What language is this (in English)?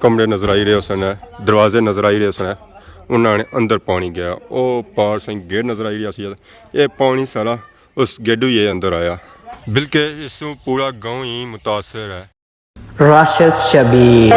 Pahari-Potwari